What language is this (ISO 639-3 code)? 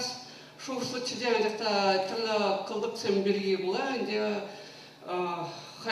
chv